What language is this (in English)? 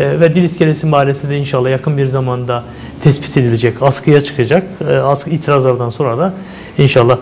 Turkish